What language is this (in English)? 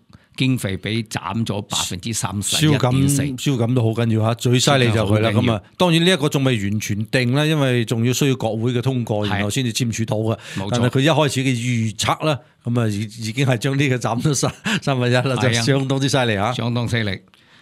Cantonese